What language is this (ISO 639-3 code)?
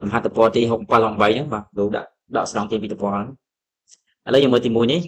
khm